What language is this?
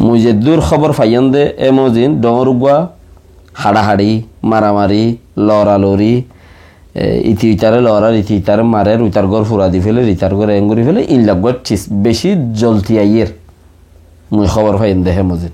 Rohingya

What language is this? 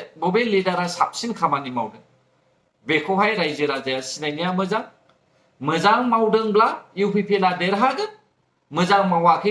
Bodo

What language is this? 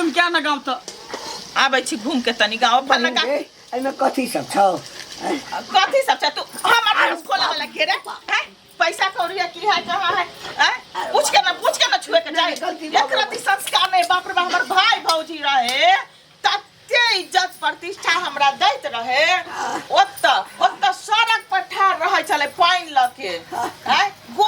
Maithili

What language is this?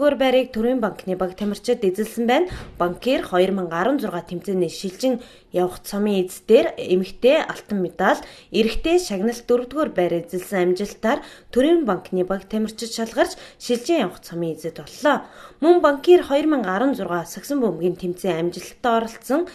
Mongolian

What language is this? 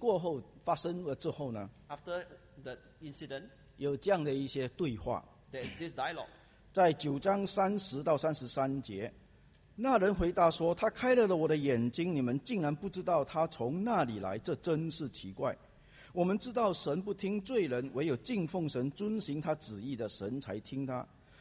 Chinese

